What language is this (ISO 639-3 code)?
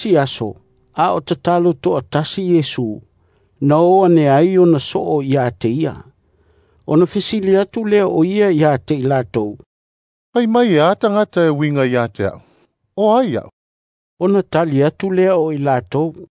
smo